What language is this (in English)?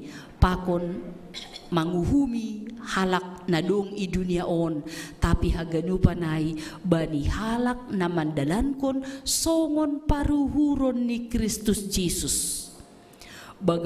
Batak Simalungun